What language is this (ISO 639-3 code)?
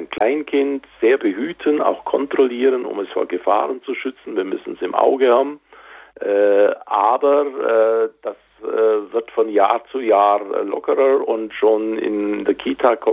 deu